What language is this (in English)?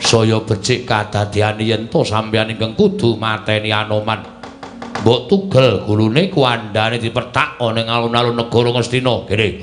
Javanese